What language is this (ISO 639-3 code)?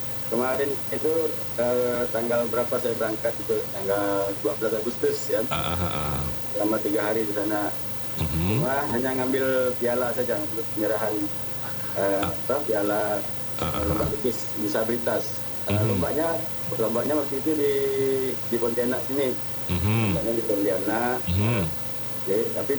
ind